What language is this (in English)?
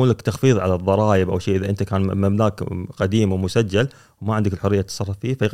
Gulf Arabic